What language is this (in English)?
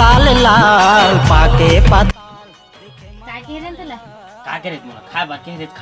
Chhattisgarhi